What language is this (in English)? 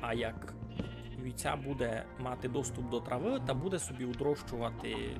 Rusyn